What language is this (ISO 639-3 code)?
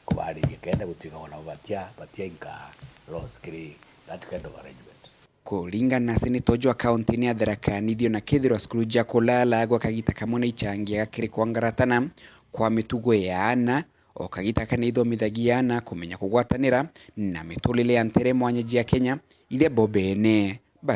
mer